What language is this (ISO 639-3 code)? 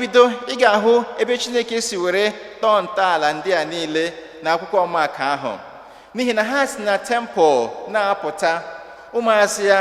ibo